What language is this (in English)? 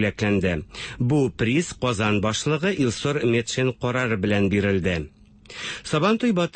Tatar